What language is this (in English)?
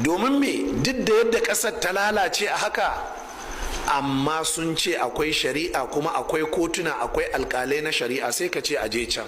Hausa